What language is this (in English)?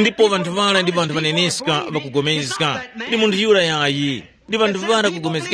Tumbuka